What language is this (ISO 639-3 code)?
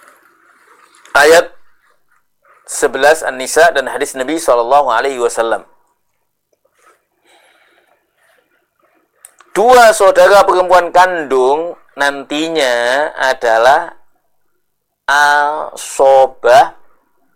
ind